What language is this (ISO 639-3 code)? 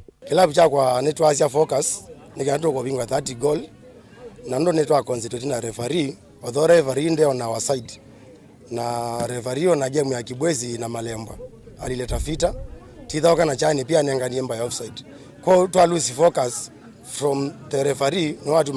kam